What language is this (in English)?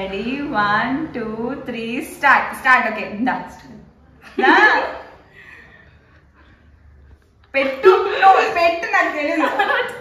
Telugu